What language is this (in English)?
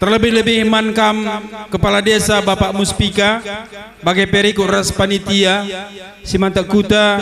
Batak Karo